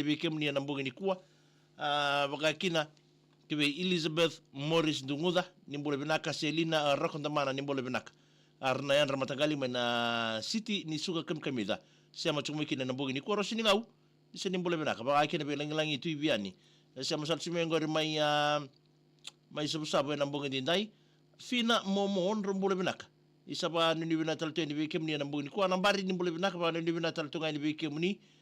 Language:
Fijian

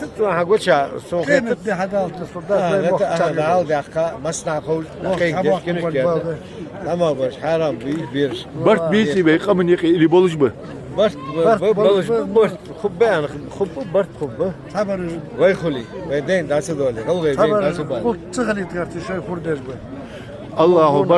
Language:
Ingush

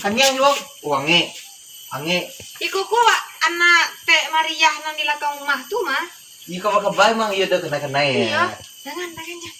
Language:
Minangkabau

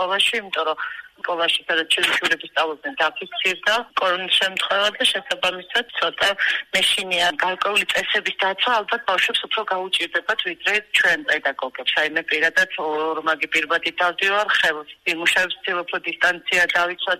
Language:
Georgian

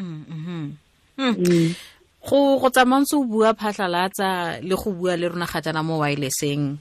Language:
Tswana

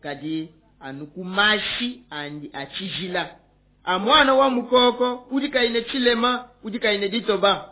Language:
Luba-Lulua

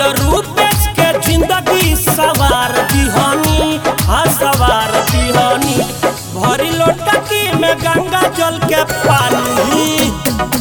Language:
Bhojpuri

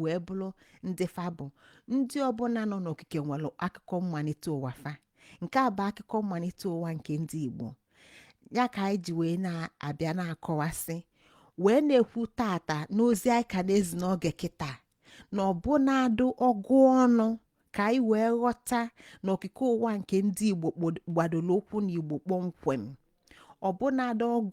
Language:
Igbo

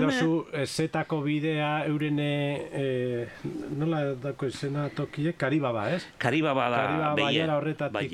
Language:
Basque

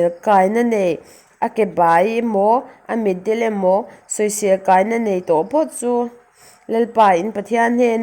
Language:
Mizo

